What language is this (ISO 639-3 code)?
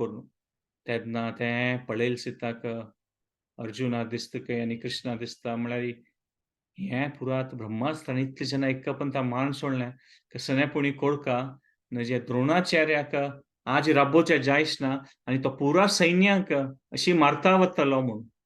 kok